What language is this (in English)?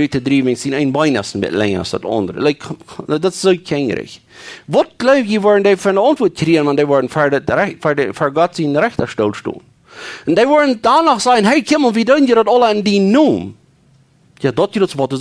Plautdietsch